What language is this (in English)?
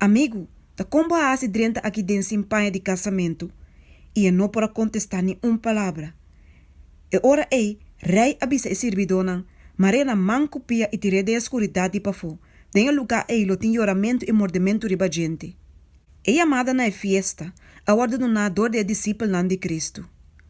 Papiamento